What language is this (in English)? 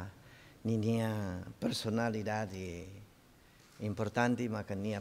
Tetum